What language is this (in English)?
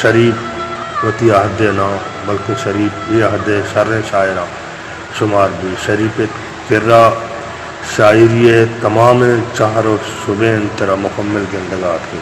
Eastern Balochi